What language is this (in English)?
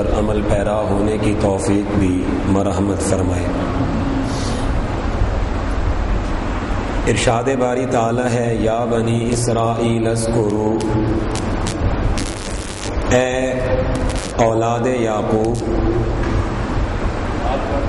Urdu